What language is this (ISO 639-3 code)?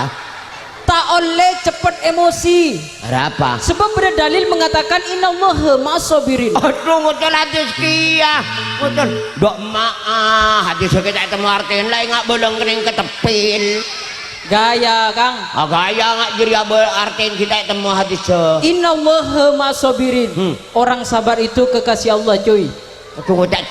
mad